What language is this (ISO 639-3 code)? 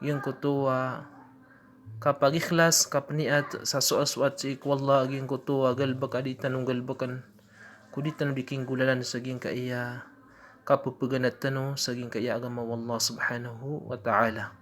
mrw